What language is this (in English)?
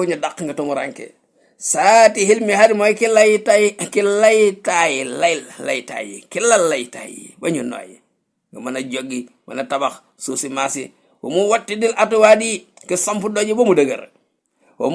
Wolof